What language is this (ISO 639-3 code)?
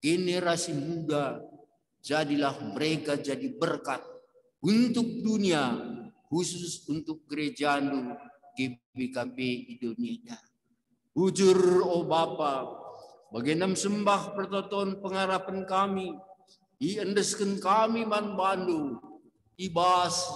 btx